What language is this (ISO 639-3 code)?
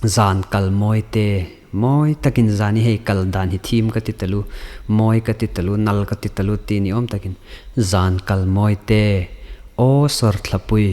hmr